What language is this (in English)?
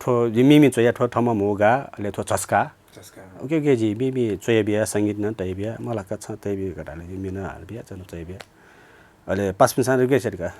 Newari